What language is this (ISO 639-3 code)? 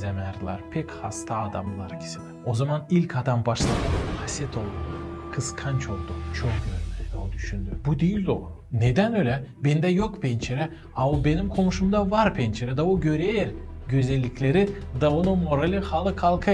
gag